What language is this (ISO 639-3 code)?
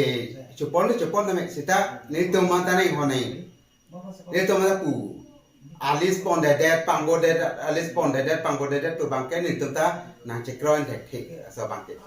mjw